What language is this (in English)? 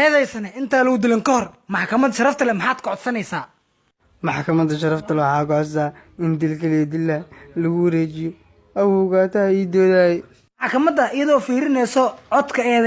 Somali